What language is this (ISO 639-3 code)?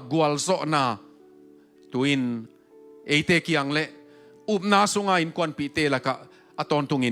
ctd